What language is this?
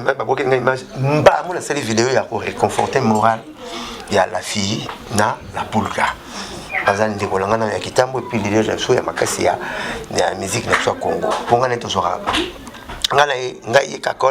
Lingala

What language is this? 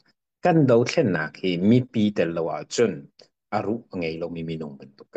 Hakha Chin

